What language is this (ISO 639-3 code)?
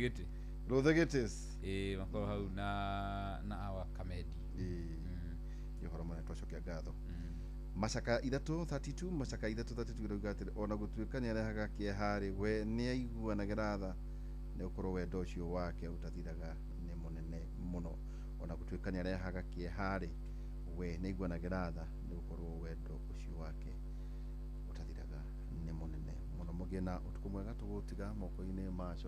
kik